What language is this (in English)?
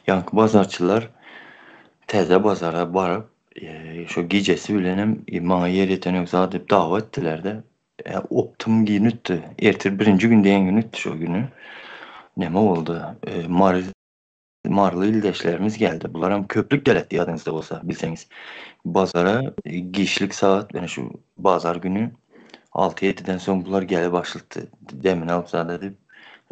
Turkmen